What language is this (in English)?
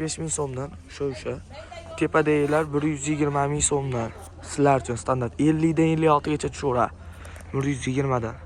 Uzbek